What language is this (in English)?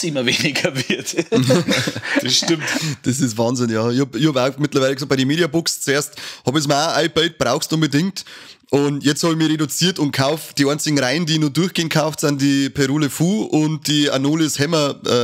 Bavarian